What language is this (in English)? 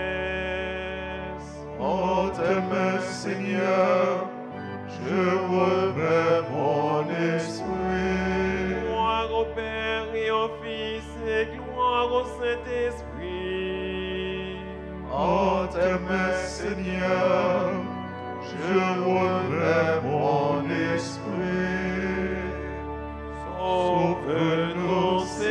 French